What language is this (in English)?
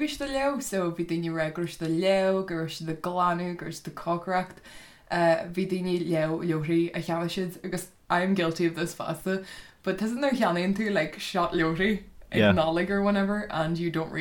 Irish